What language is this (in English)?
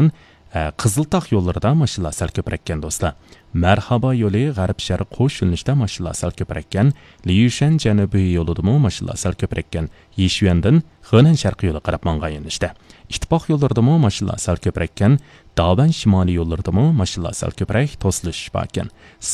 Uyghur